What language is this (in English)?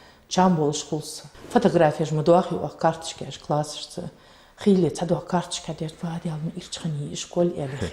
Ingush